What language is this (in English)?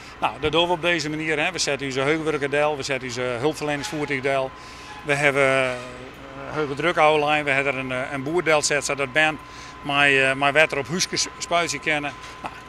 Western Frisian